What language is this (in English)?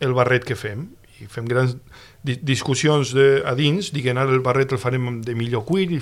Catalan